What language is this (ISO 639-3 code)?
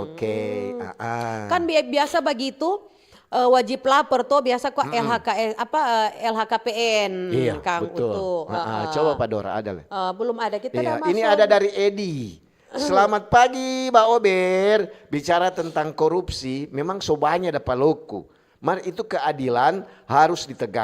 xmm